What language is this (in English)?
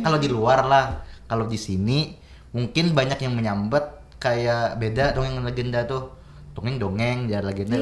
Banjar